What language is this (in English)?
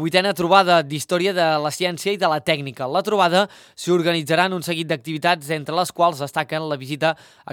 Catalan